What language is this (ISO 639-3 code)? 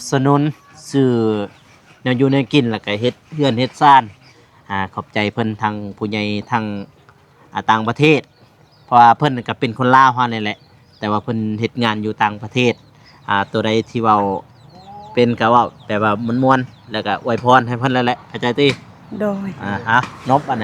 lao